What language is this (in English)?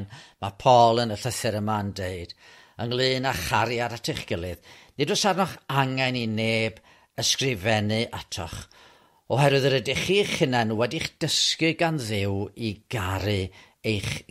Welsh